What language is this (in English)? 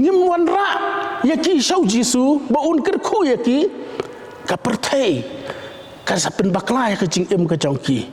Khasi